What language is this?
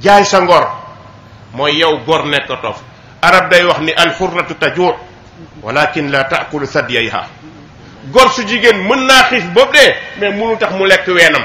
Wolof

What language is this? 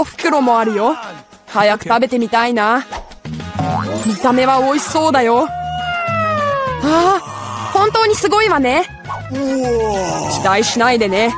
Japanese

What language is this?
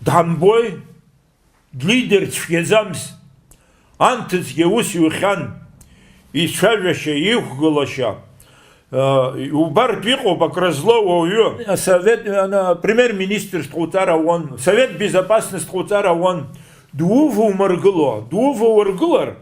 Abkhazian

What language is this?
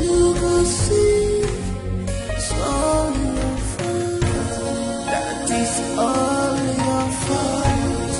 Nigerian Pidgin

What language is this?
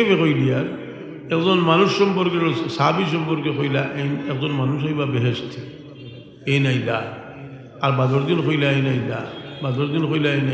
Sylheti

